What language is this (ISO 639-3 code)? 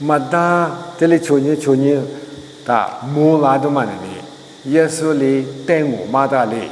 lis